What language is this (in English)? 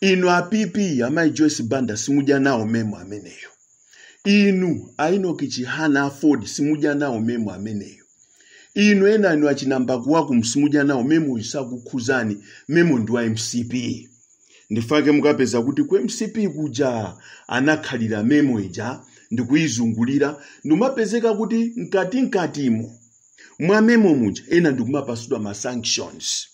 Nyanja